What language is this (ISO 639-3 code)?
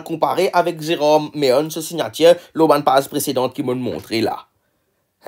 mfe